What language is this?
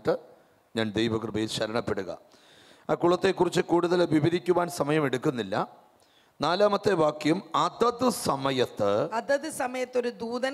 Malayalam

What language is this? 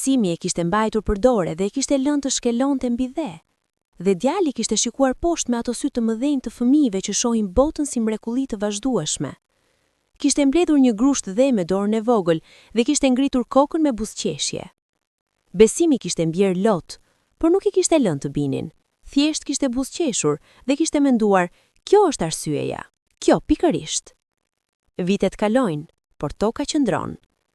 Albanian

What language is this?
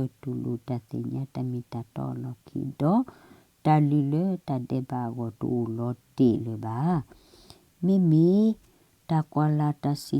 S'gaw Karen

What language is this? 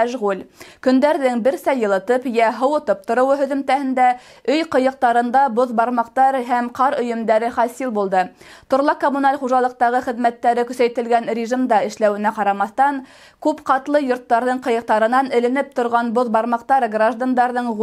Bashkir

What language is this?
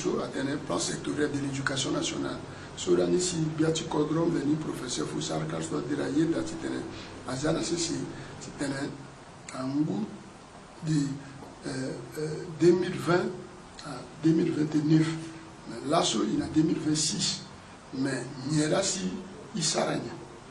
Sango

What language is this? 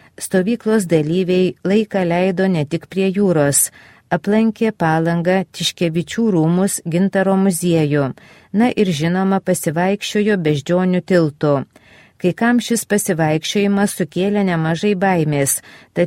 Lithuanian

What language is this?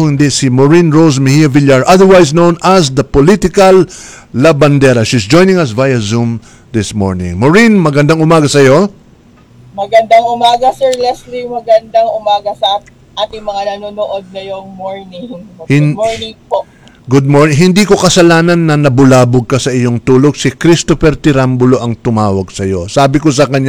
Filipino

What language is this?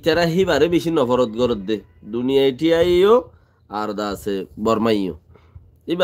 Rohingya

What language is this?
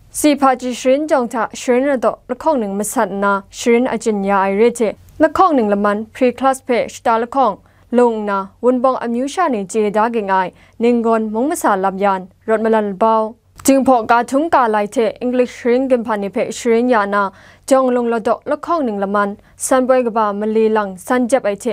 Kachin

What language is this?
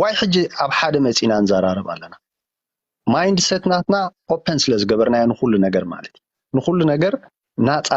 Tigrinya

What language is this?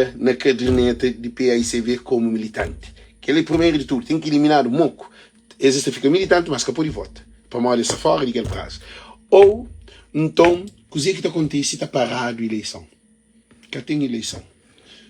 Kabuverdianu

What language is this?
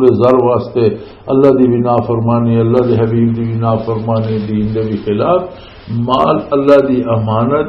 Western Panjabi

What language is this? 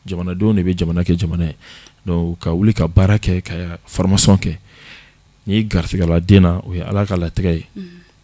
Bambara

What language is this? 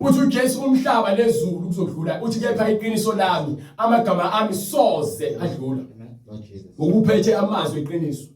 Zulu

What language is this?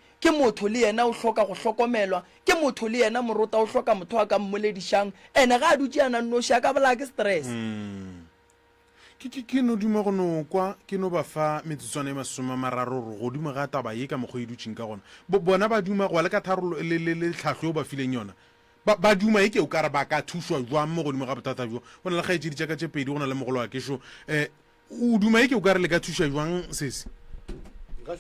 Northern Sotho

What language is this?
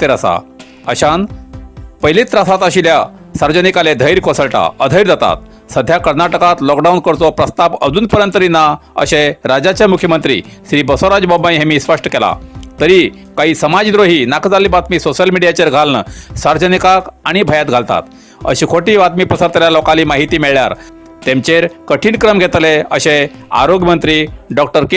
Konkani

